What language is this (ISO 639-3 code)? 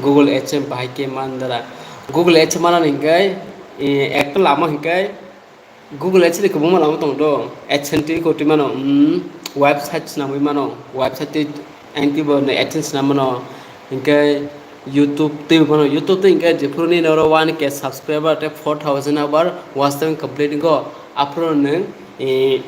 trp